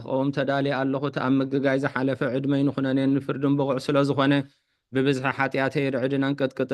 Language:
Tigrinya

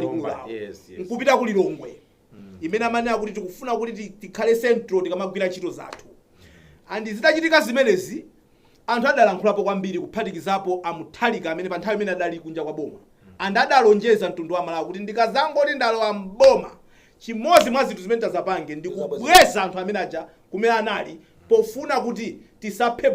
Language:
Nyanja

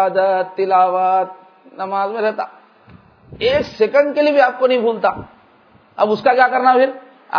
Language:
Urdu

